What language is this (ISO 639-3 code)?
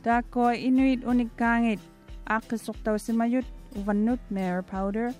mri